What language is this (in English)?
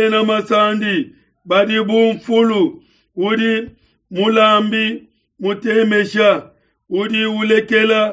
Luba-Lulua